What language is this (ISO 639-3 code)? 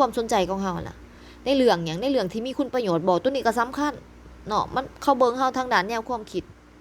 lao